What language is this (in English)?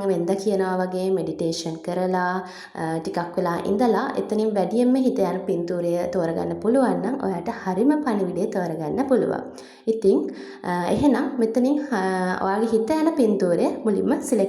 Sinhala